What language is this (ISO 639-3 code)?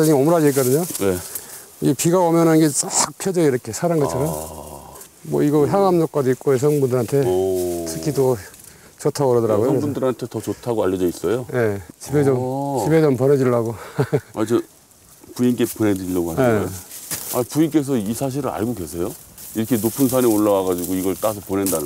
kor